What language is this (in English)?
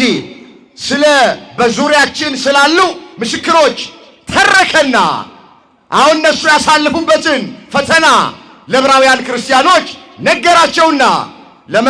Amharic